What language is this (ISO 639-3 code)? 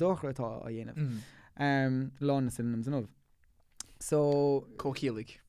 gle